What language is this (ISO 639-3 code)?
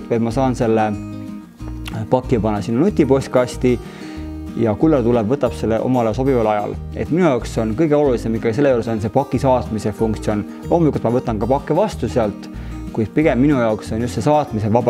est